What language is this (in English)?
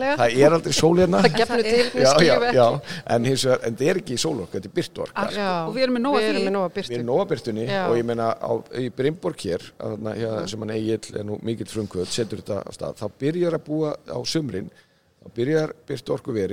Icelandic